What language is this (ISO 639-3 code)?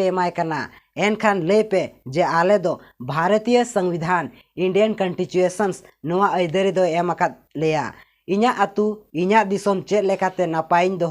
sat